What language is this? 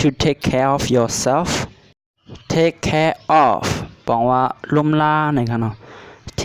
Shan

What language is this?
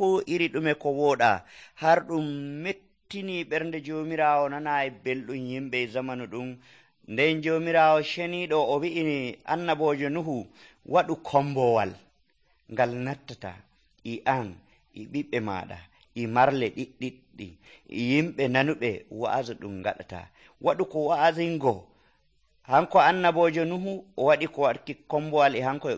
Nigerian Fulfulde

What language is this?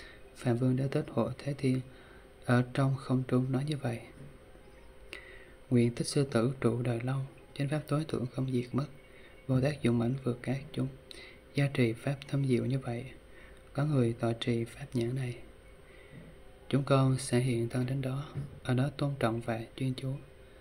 Vietnamese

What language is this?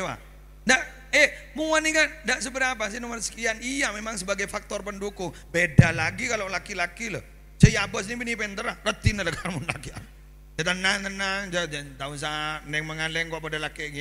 Madurese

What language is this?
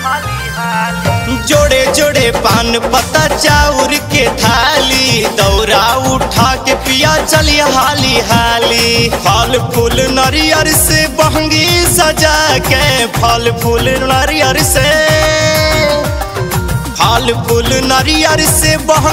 Bhojpuri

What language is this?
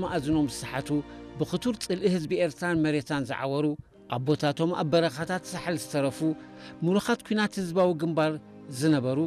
Tigrinya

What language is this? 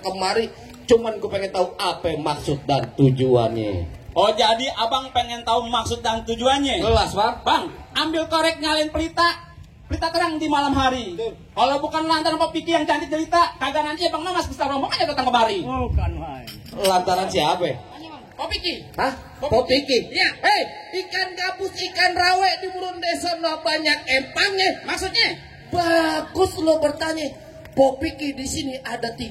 Betawi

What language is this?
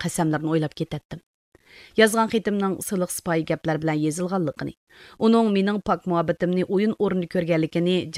Uyghur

